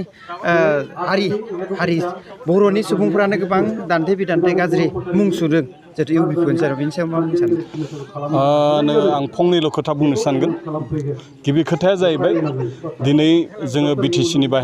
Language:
Bodo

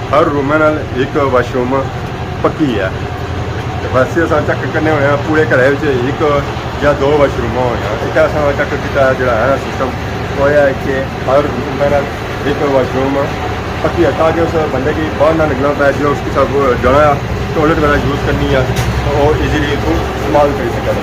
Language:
Pahari-Potwari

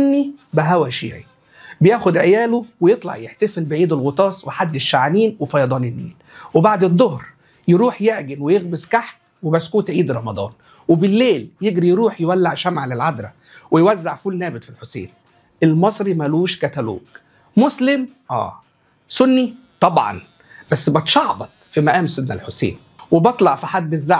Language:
Egyptian Arabic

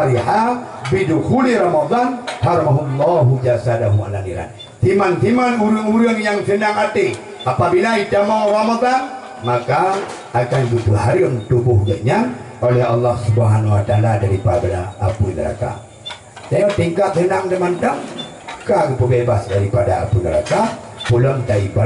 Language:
Achinese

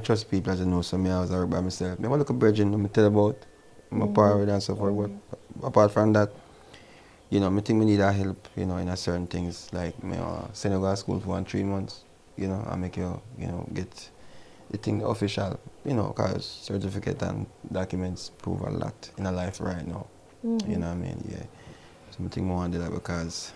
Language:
Jamaican Creole English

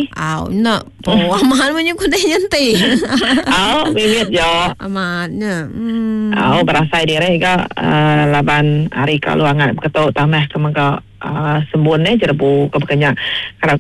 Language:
Iban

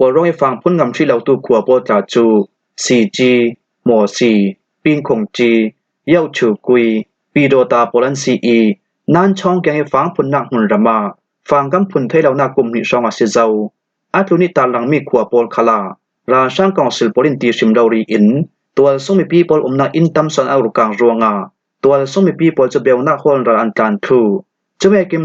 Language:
Falam Chin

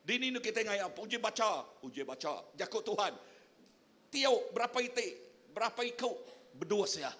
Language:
Iban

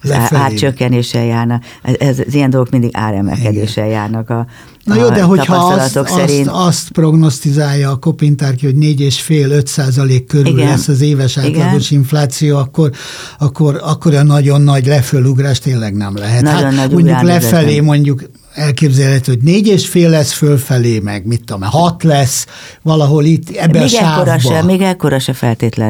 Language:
Hungarian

